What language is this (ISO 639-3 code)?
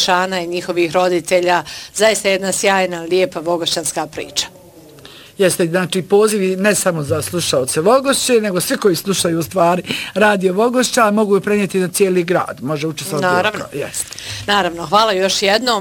bos